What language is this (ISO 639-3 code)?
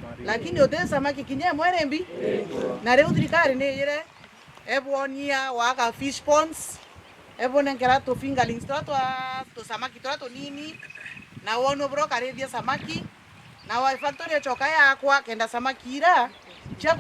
mer